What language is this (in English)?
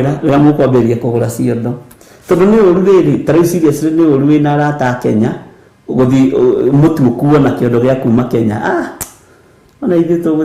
Kikuyu